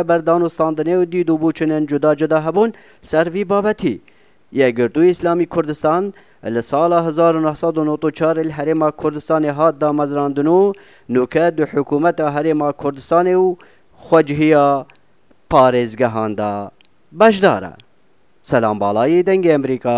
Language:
Kurdish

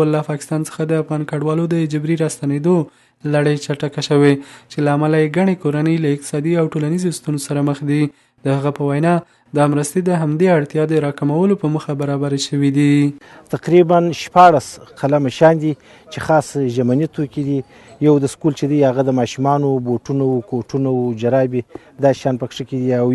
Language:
Pashto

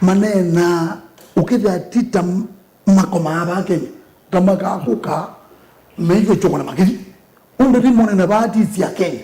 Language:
Kamba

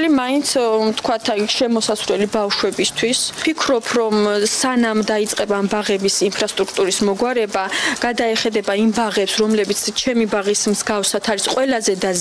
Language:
Georgian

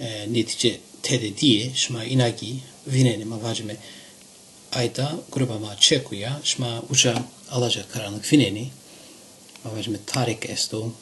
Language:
Zaza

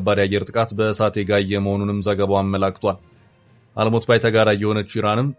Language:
Amharic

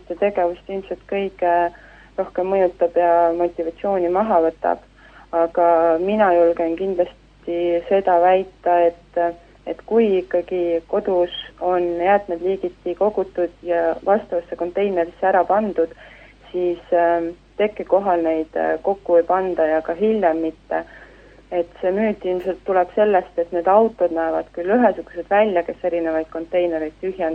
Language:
Estonian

